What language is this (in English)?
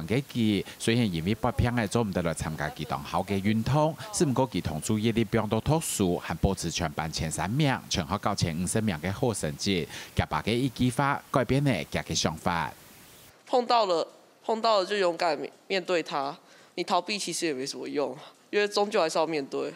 Hakka Chinese